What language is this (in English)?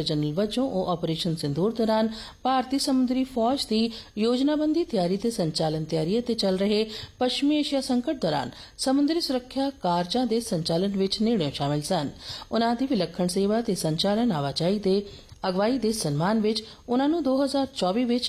Punjabi